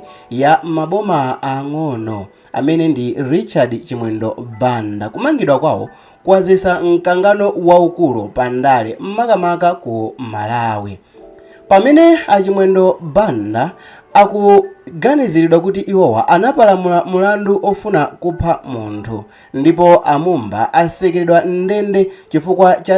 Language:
Nyanja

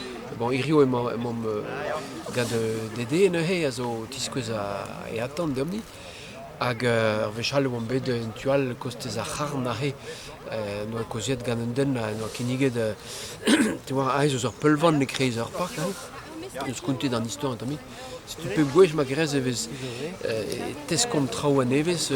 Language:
Breton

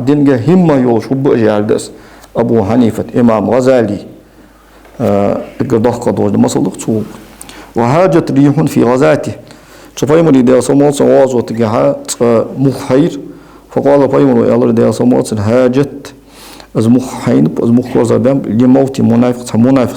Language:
Ingush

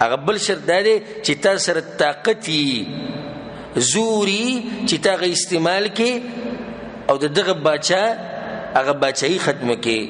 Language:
Pashto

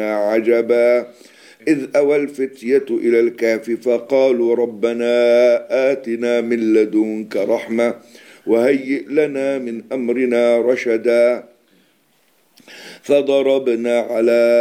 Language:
Arabic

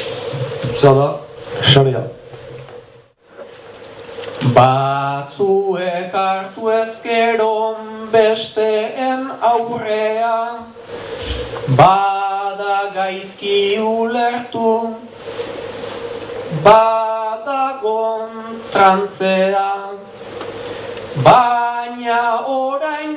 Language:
Basque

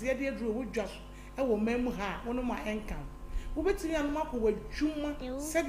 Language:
Akan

